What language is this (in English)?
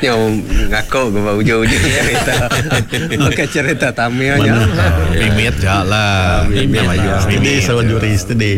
Iban